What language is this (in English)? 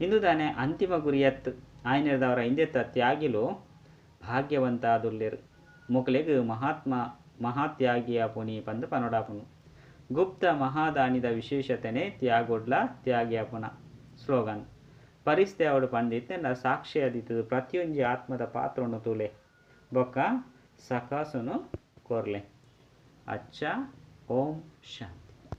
Tulu